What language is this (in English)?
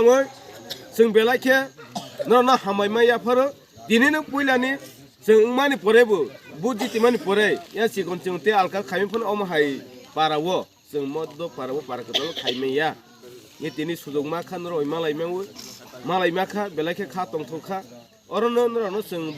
Kok Borok